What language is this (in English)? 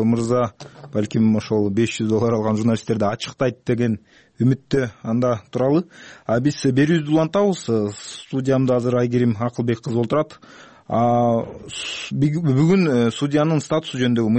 Kyrgyz